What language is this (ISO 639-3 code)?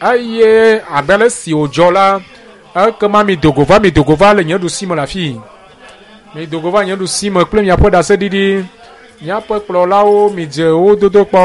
ewe